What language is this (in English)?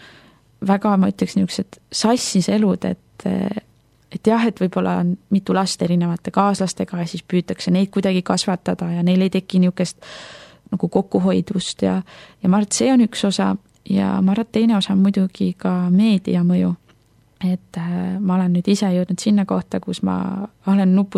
Estonian